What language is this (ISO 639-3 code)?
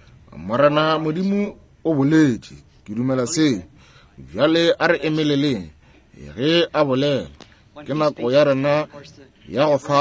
nso